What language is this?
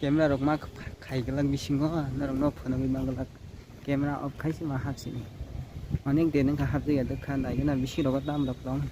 Kok Borok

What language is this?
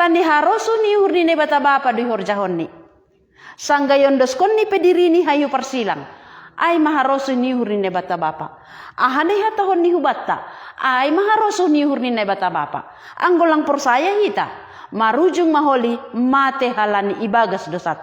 Batak Simalungun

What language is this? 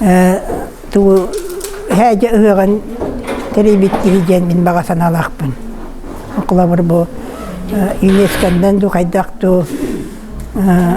Yakut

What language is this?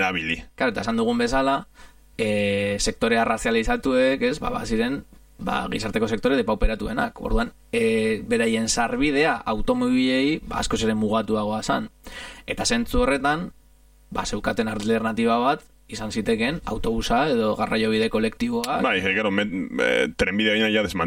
Basque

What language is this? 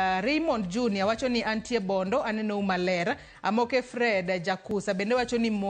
Luo (Kenya and Tanzania)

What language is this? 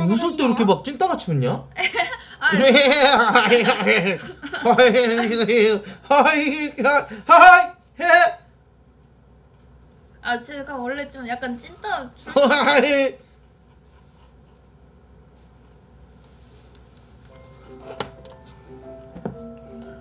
Korean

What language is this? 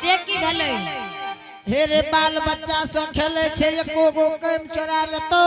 Angika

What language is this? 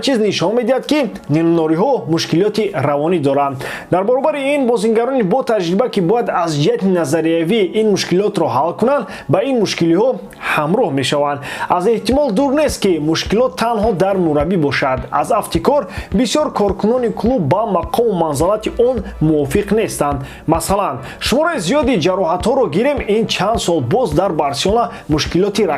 Tajik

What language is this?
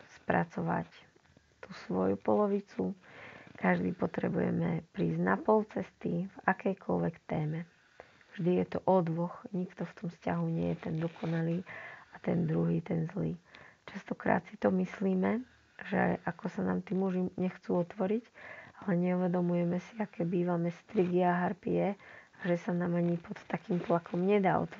Slovak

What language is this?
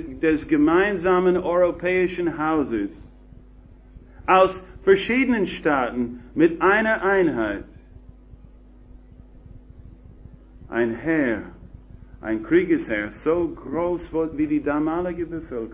German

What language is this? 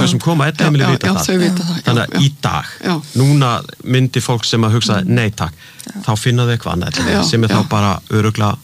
Icelandic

